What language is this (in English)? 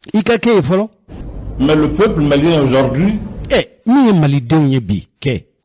Bambara